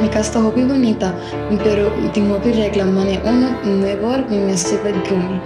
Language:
Papiamento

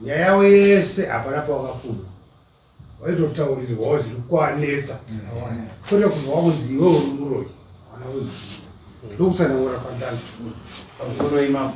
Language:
Shona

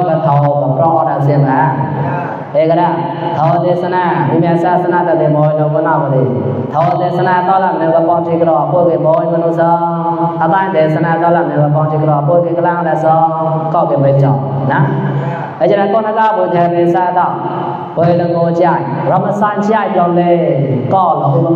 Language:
Mon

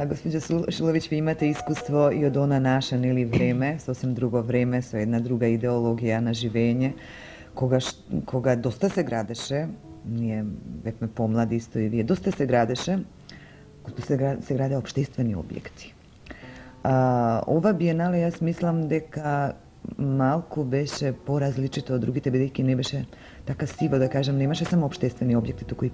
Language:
Macedonian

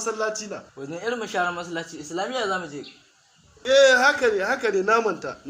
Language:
Hausa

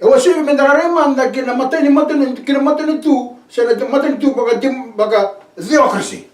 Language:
Fijian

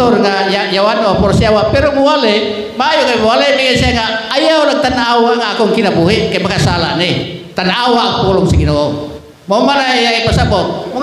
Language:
Cebuano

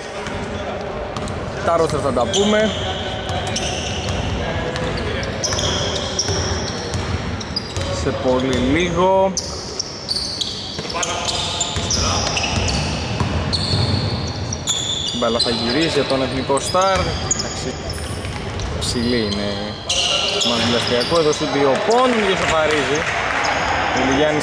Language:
Greek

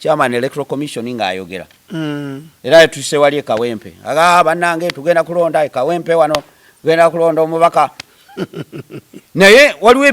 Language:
Ganda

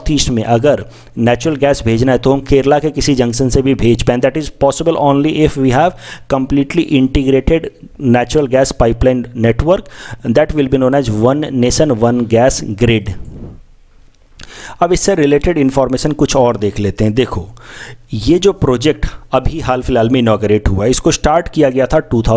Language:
Hindi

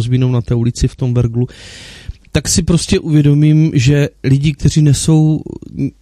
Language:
Czech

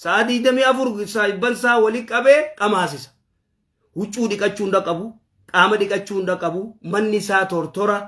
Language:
Oromo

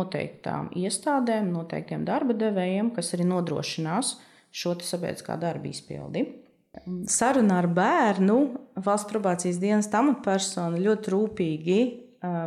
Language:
Latvian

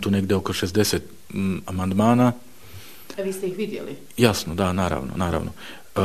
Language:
Bosnian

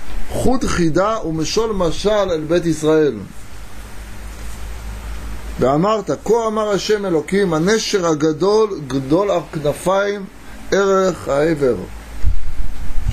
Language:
Hebrew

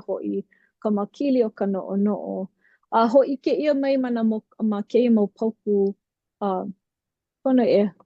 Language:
Hawaiian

